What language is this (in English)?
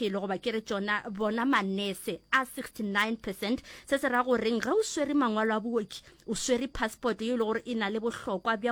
Northern Sotho